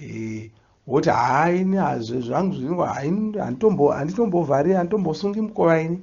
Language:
Shona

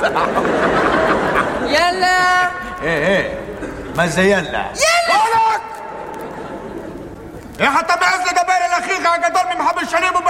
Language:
Hebrew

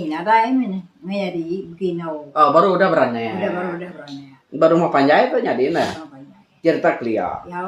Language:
Iban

